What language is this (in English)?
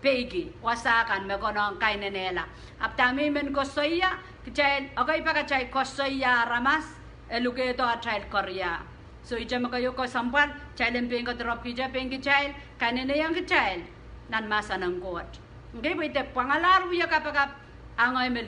Pohnpeian